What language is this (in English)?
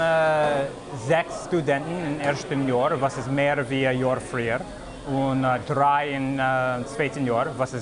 Yiddish